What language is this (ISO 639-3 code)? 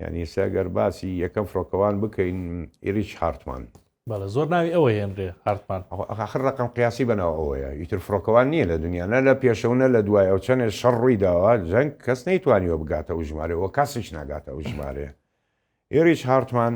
ckb